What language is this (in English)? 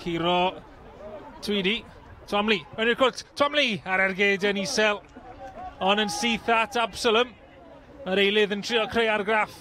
Welsh